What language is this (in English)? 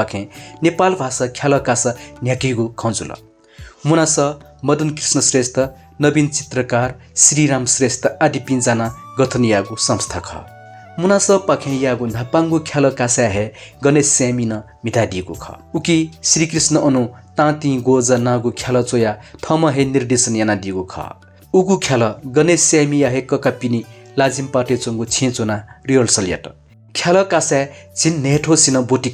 Newari